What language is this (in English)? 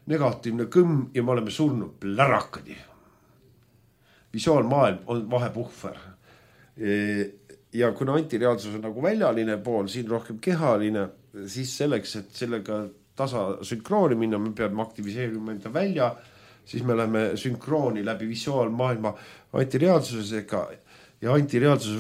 Estonian